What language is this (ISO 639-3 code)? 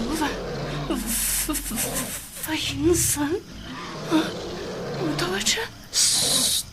mlg